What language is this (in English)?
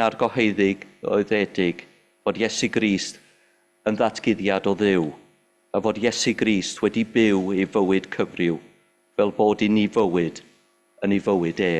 Welsh